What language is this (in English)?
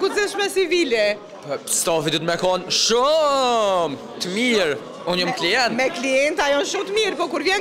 Albanian